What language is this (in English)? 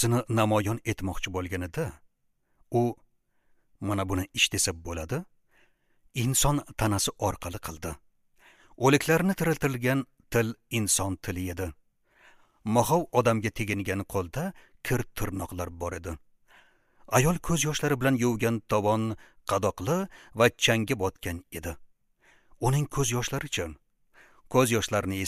Uzbek